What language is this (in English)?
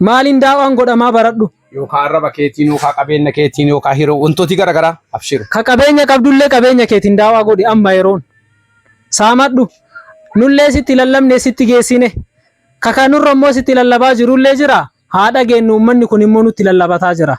Oromo